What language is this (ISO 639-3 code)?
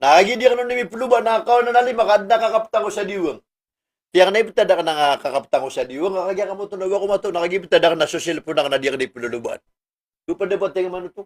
mrw